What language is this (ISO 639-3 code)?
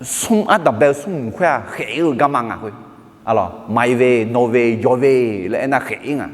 ahk